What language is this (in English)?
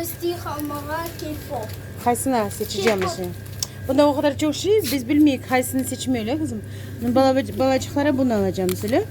Crimean Tatar